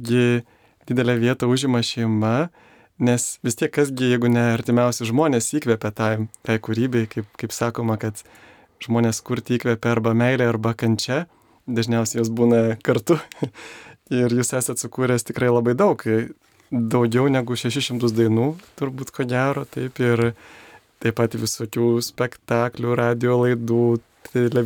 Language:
Lithuanian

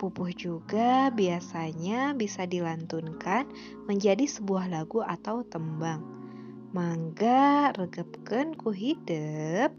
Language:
Sundanese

